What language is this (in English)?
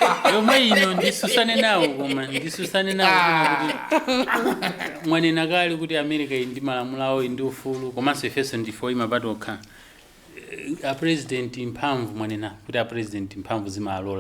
Nyanja